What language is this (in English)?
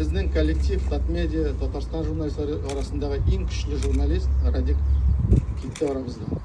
Tatar